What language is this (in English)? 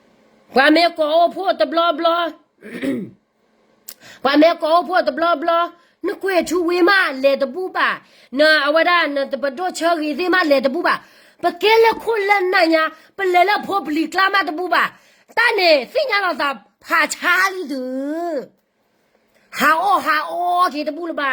S'gaw Karen